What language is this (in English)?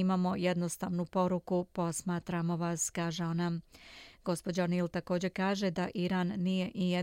Serbian